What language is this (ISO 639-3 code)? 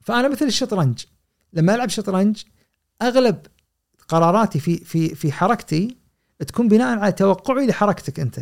afb